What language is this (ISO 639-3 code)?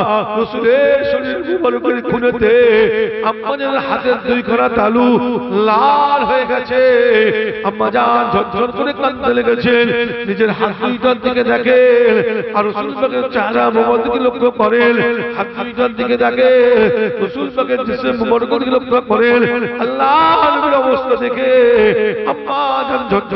ben